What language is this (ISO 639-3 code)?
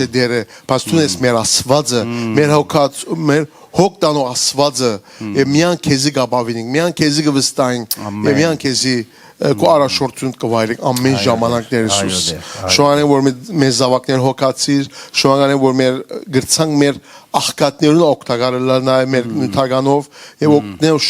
hyw